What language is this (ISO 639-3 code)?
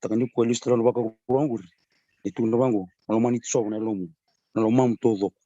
fij